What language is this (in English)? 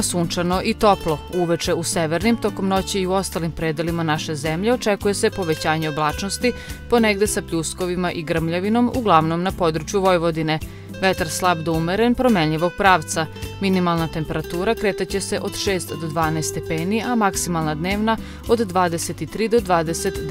Serbian